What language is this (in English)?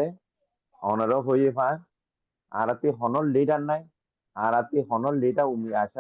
Rohingya